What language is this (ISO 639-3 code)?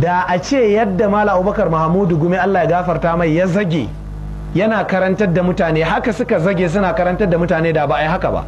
hau